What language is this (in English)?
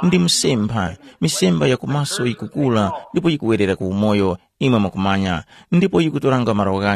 Tumbuka